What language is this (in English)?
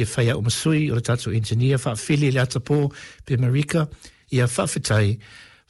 Samoan